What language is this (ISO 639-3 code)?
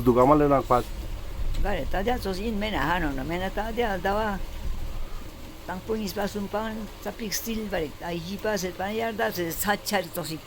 lbj